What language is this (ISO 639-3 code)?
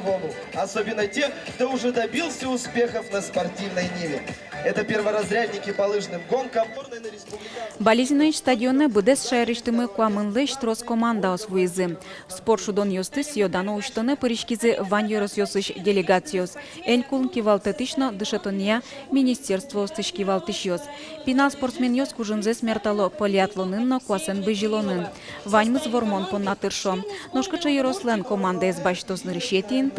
udm